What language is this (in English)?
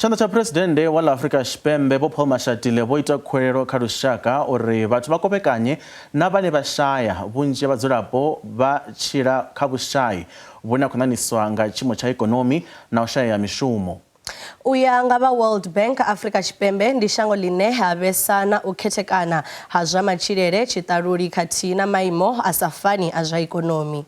Venda